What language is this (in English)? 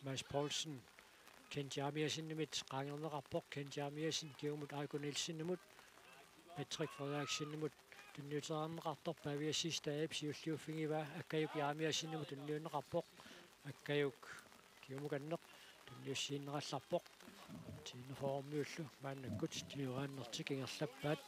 Kalaallisut